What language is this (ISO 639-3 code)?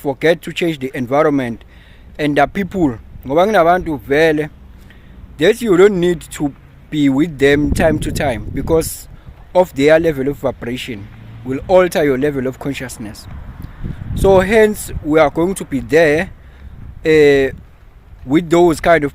zul